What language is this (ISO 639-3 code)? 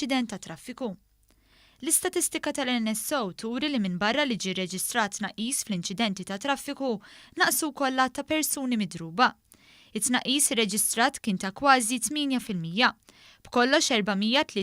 mlt